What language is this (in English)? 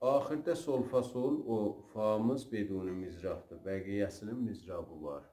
South Azerbaijani